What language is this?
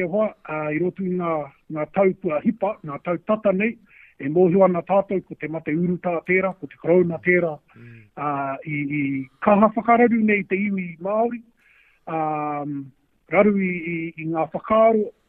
Māori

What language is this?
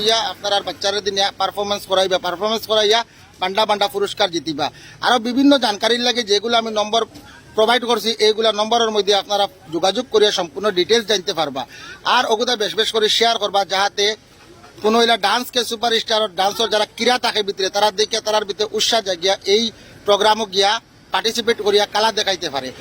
Sylheti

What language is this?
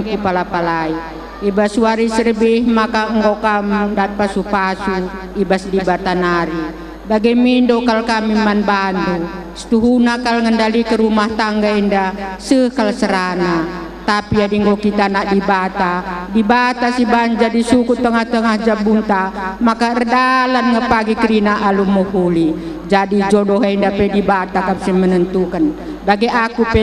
Batak Karo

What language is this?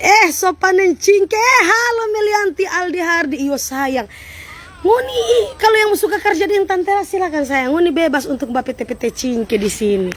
Manado Malay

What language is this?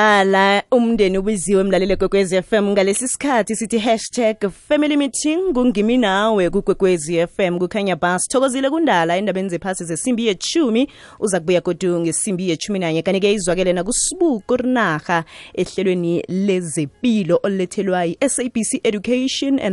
South Ndebele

